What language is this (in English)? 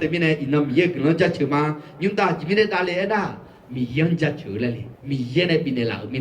Akha